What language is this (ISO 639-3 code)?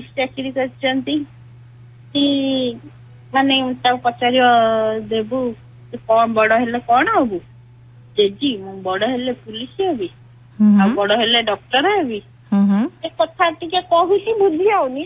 ori